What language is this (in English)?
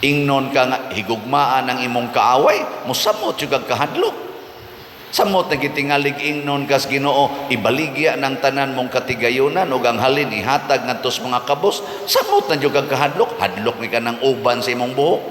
Cebuano